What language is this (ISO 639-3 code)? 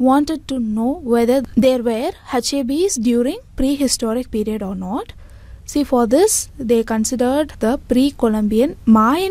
eng